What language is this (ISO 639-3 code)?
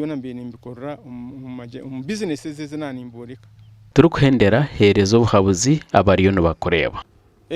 nyn